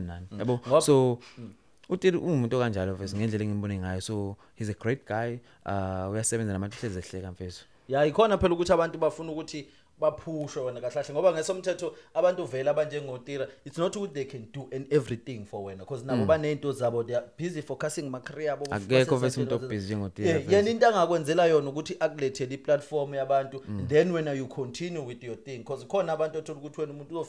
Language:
Zulu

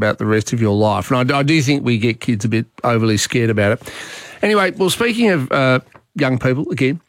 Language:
English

